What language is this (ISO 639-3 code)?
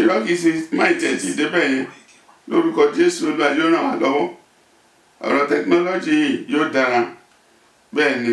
yor